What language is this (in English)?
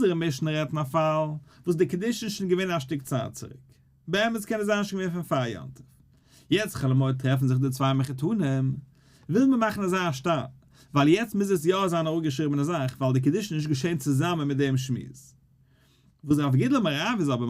Yiddish